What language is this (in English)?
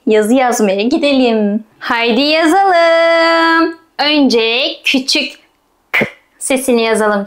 Turkish